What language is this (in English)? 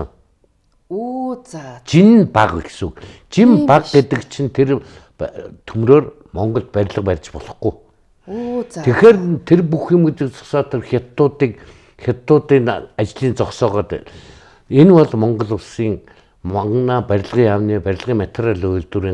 Mongolian